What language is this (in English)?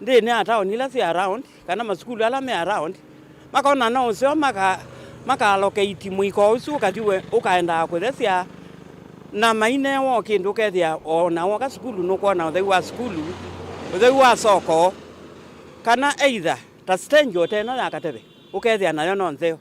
Kamba